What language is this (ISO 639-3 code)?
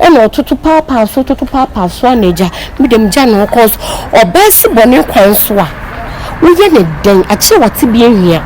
aka